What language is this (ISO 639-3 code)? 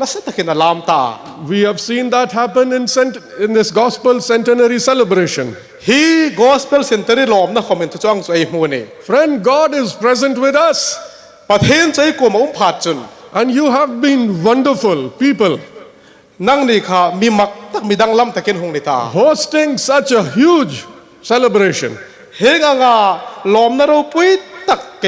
hmr